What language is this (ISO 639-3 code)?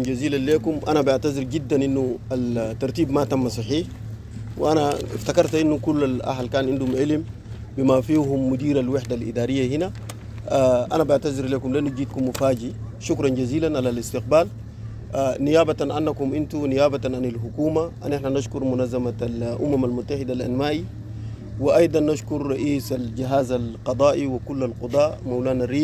apd